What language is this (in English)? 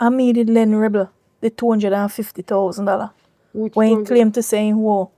Jamaican Creole English